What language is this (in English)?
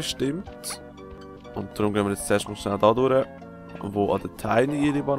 Swiss German